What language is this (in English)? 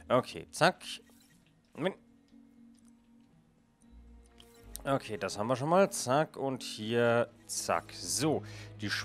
German